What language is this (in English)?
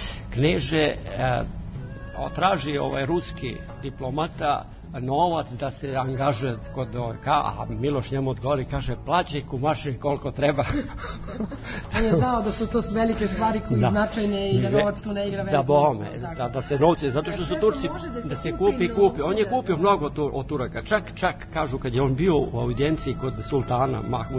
Serbian